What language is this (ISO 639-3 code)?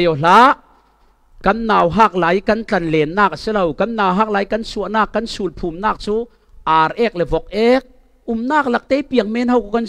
cfm